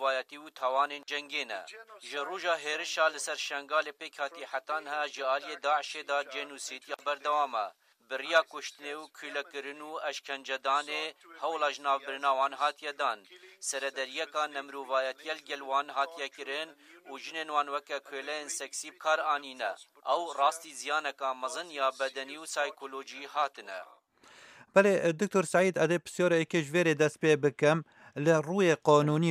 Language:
Kurdish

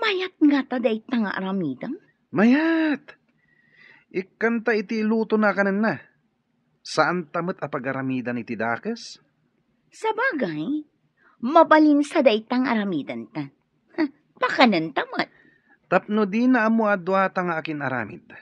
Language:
Iloko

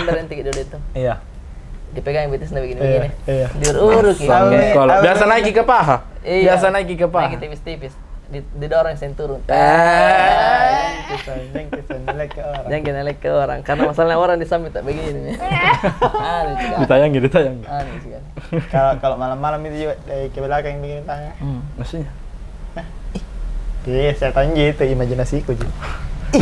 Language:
Makassar Malay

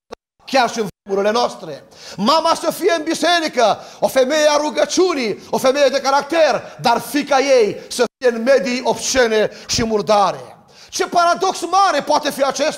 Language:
Romanian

